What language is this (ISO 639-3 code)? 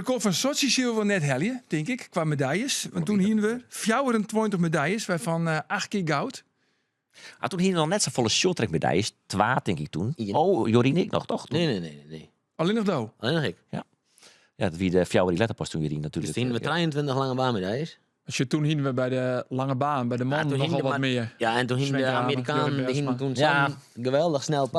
fry